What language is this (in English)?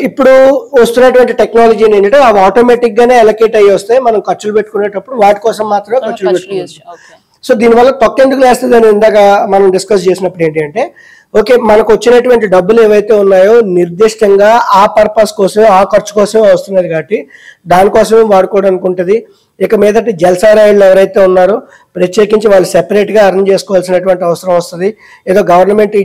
Telugu